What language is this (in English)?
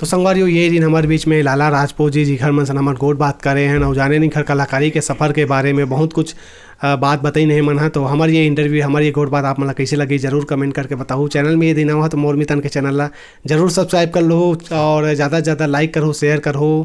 Chhattisgarhi